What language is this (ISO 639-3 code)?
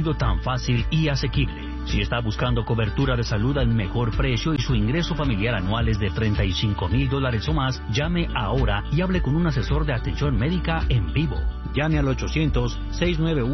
spa